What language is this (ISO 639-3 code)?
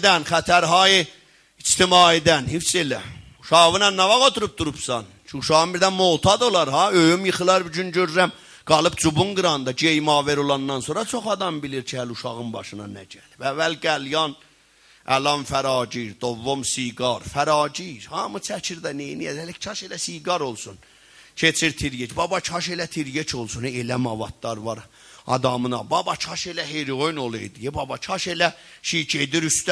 azb